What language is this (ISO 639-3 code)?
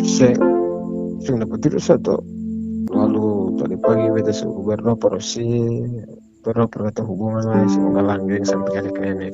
abs